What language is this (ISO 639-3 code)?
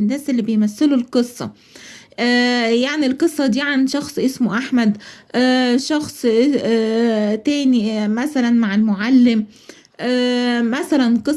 arz